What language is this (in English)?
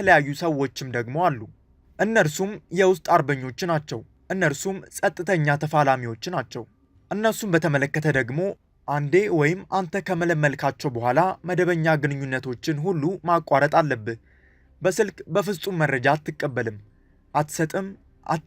Amharic